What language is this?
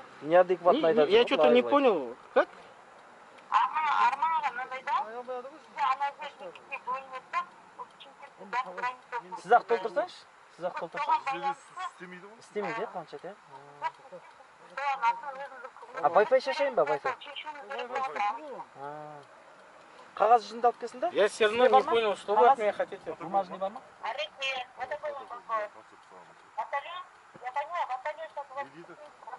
Kazakh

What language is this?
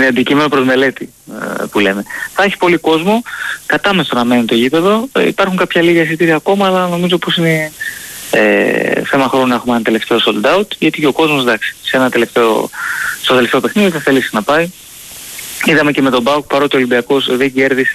Greek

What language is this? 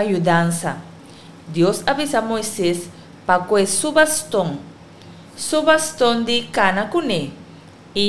Papiamento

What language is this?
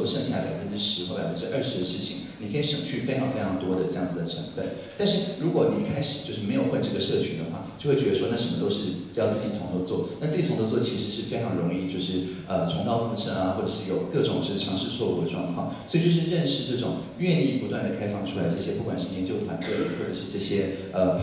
Chinese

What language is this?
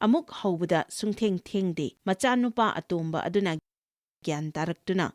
Manipuri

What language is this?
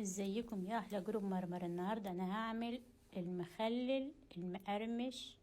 Egyptian Arabic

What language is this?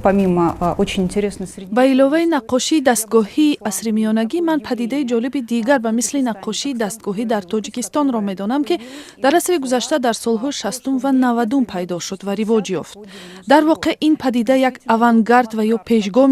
Tajik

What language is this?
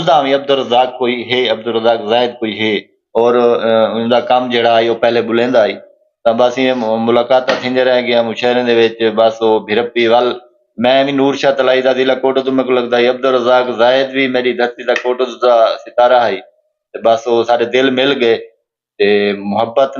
Saraiki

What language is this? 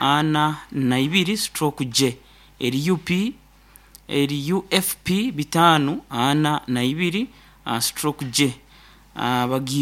Nyoro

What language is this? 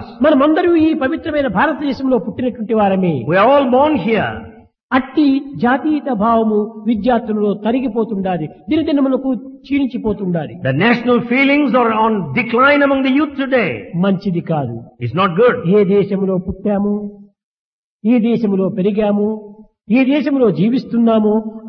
Telugu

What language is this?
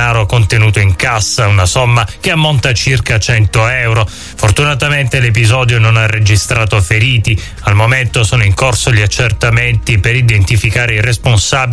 Italian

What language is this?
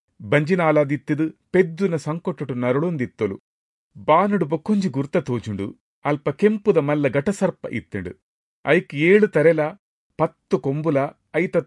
Tulu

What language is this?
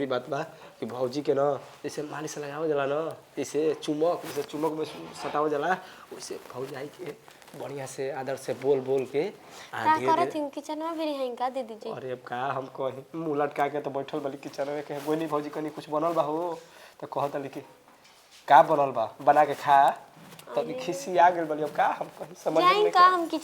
Bhojpuri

